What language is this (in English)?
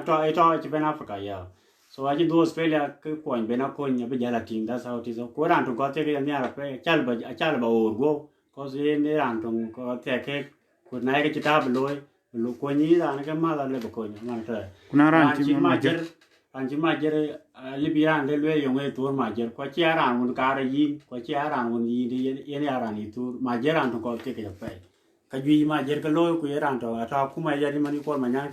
Dinka